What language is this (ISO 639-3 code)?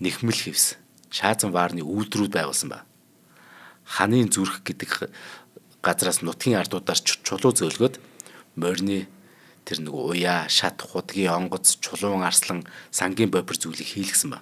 mon